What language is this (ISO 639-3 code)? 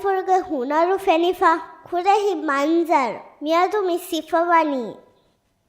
div